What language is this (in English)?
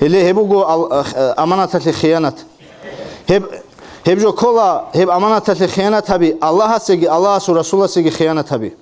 Avaric